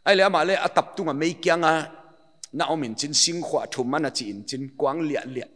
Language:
Paite Chin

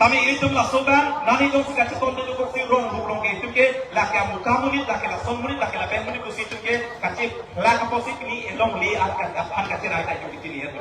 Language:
Karbi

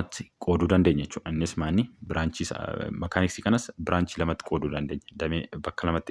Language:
Oromo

